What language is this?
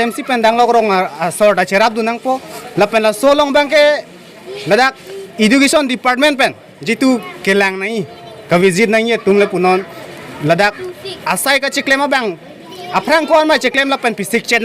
Karbi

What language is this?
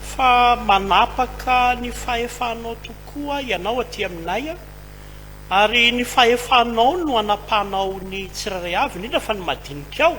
Malagasy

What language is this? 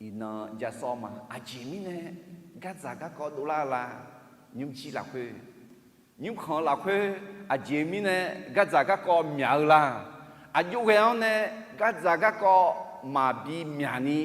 Akha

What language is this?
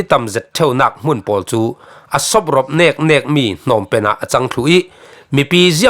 Falam Chin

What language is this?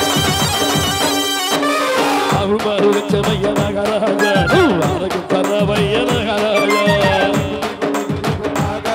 Telugu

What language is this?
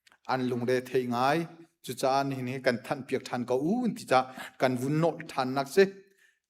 Hakha Chin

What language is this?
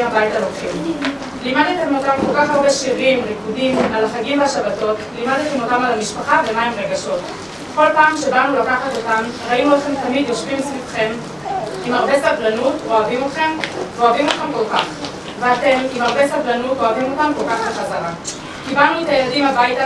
Hebrew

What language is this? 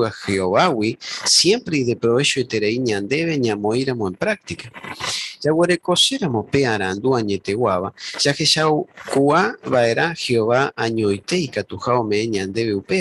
Guarani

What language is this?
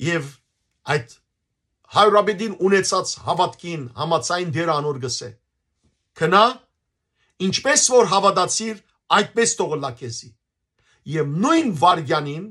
Western Armenian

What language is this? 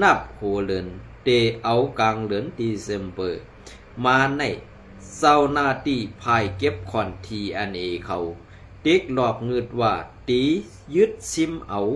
Shan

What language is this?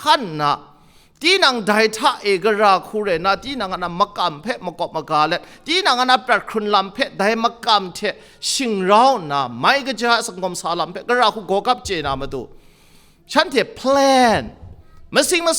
Kachin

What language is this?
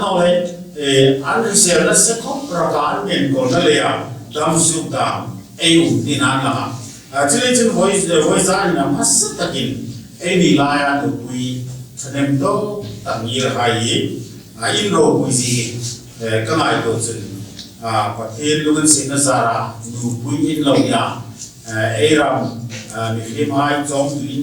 Hmar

